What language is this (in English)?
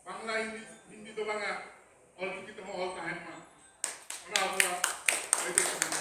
Santali